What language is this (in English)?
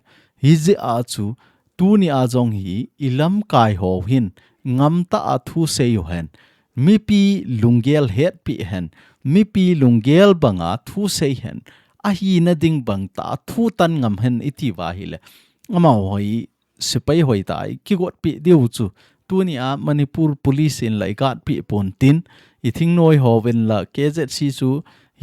Thado Chin